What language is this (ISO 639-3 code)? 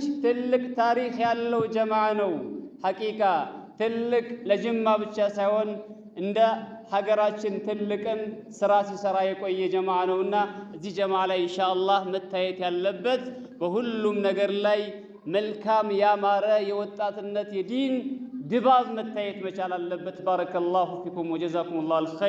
amh